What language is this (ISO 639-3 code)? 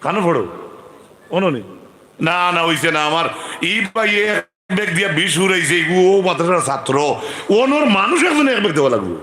syl